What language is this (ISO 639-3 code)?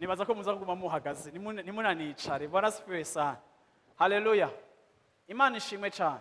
run